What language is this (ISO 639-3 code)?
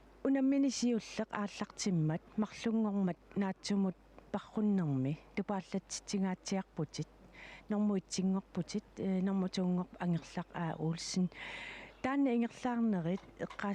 kal